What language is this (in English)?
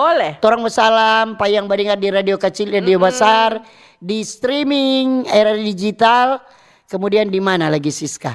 Manado Malay